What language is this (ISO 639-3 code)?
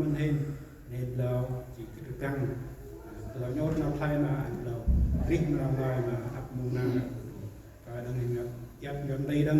cmo